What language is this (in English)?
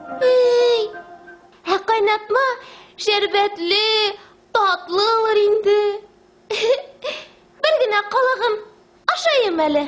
Bashkir